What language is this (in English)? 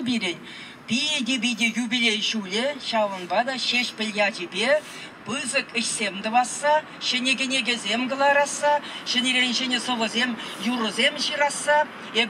Chuvash